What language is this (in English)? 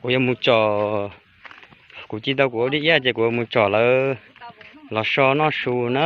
Hmong